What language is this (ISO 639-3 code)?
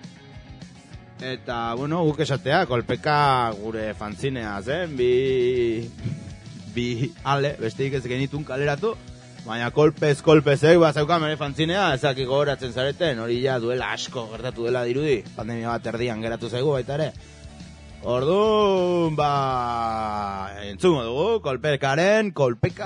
eus